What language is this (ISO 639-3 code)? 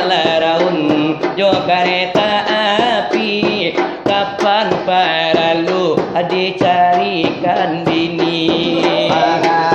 min